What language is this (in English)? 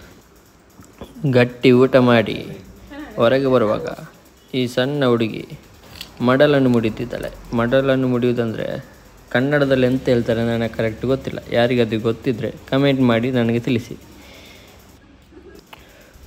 Kannada